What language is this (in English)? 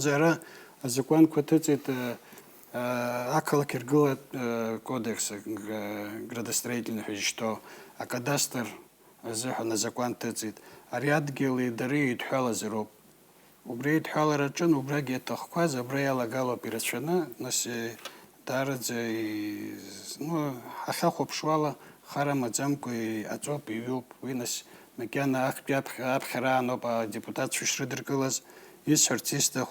Abkhazian